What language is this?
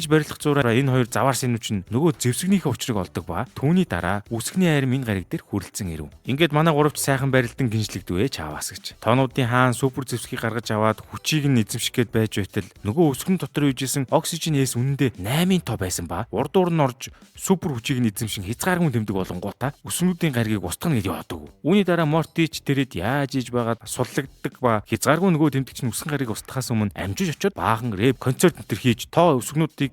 Mongolian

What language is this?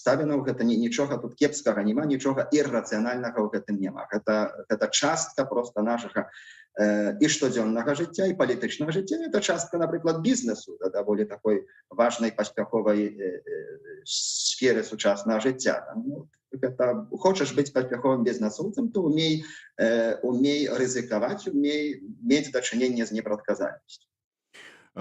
Belarusian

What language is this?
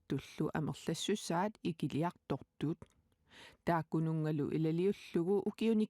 Kalaallisut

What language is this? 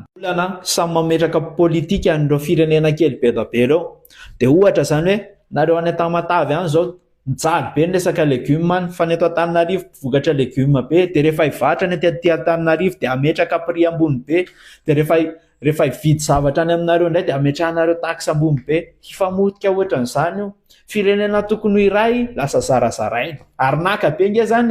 Malagasy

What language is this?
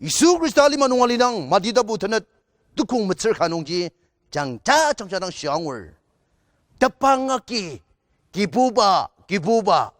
Ao Naga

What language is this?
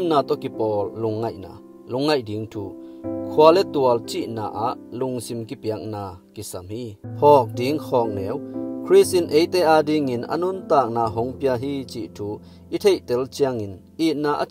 Tedim Chin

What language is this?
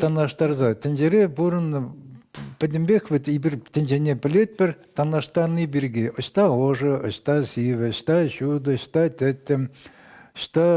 Chuvash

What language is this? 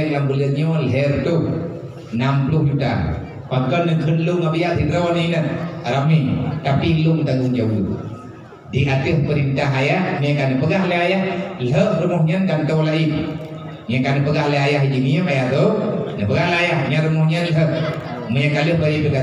Achinese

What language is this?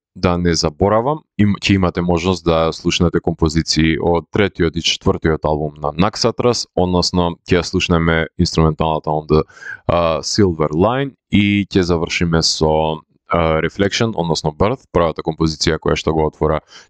Macedonian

